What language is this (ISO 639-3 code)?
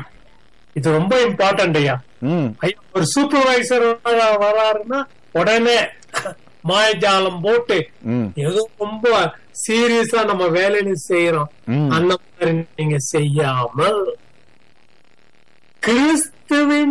tam